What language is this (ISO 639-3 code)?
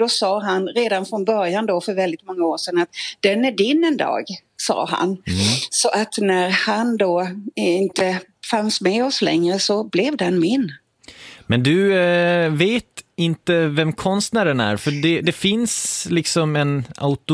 swe